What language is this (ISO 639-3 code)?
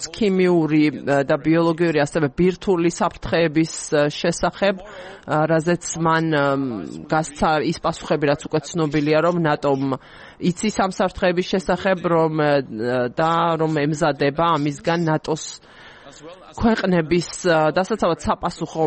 kat